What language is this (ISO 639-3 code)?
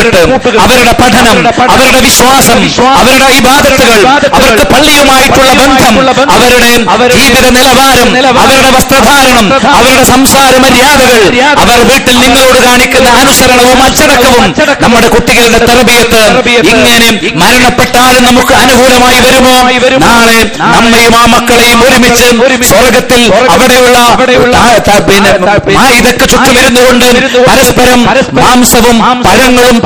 mal